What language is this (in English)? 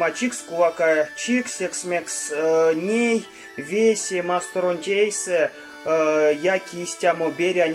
Erzya